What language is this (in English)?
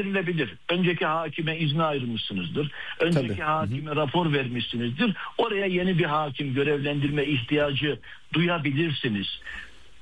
Turkish